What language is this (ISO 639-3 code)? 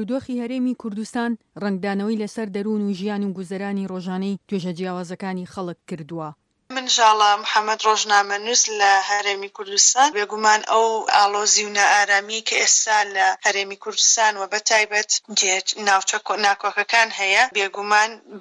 ckb